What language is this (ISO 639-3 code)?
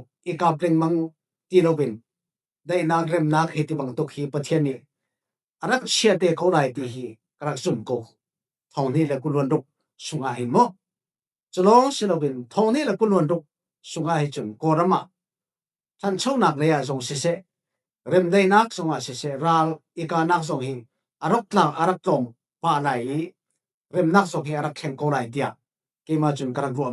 cfm